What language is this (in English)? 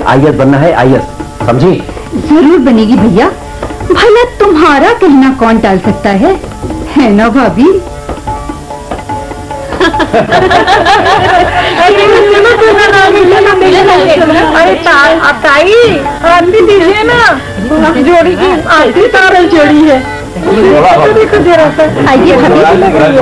Hindi